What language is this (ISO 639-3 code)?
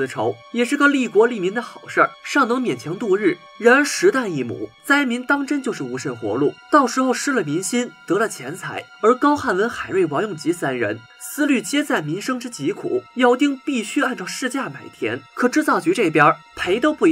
zho